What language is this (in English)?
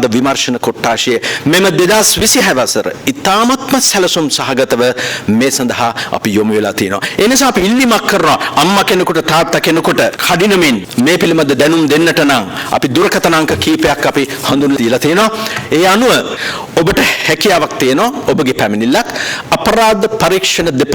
Sinhala